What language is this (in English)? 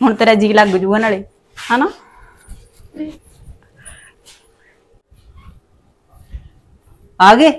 Punjabi